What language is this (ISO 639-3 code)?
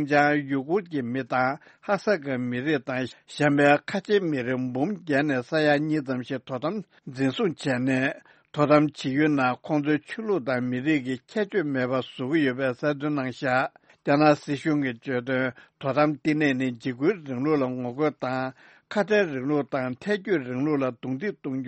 bod